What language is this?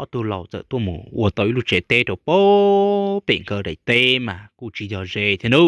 Hmong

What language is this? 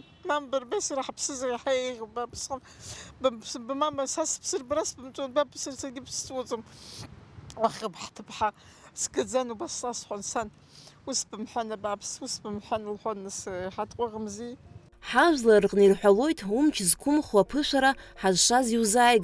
Abkhazian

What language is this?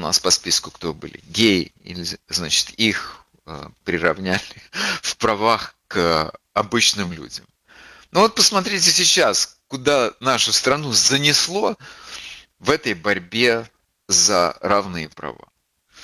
Russian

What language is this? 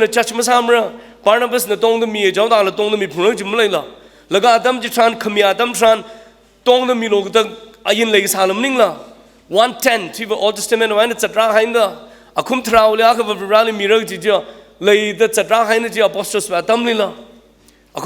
Tangkhul Naga (India)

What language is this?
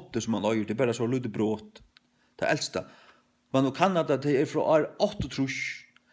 Faroese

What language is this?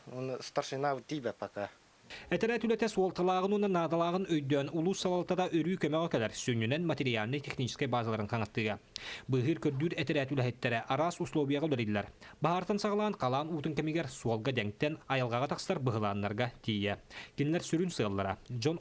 Yakut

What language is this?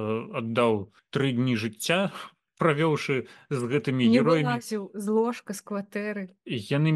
Belarusian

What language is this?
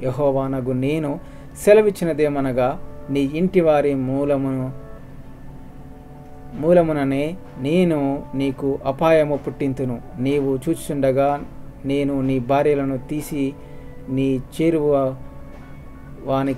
Telugu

